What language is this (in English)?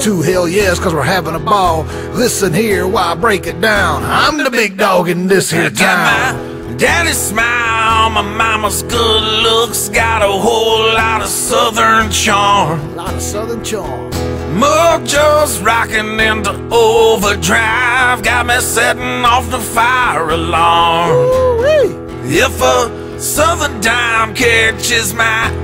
English